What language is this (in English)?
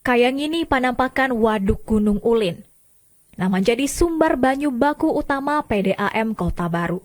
Banjar